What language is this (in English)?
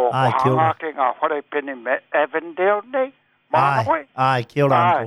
Māori